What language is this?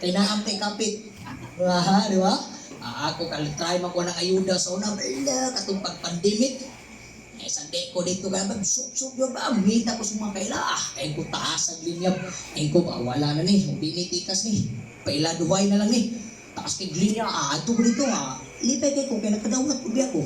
Cebuano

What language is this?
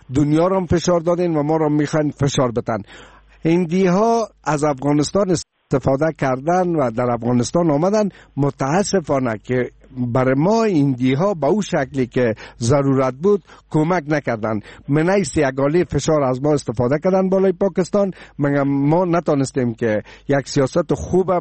Persian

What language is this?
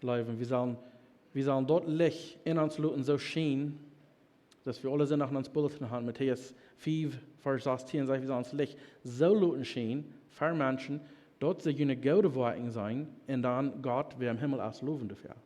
Plautdietsch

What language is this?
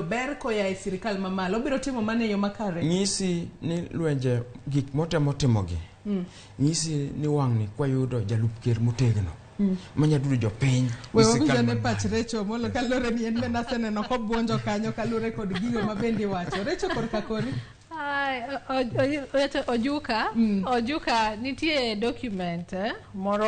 Luo (Kenya and Tanzania)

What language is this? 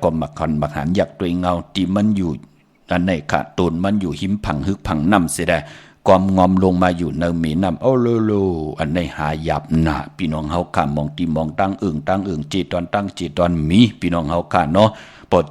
Shan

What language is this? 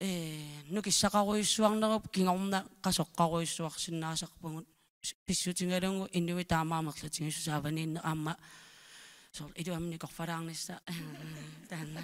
Kalaallisut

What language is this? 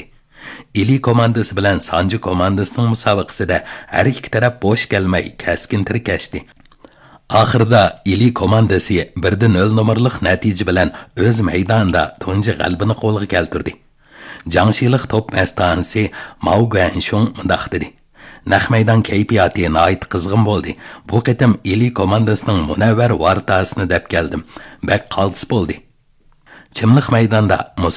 Uyghur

